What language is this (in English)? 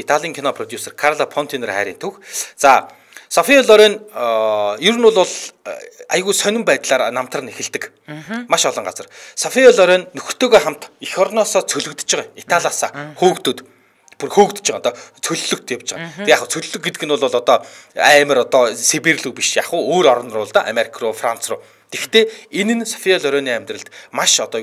Mongolian